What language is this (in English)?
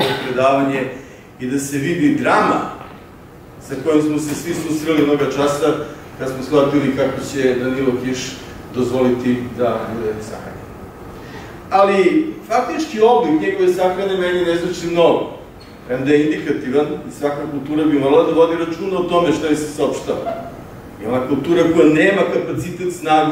Serbian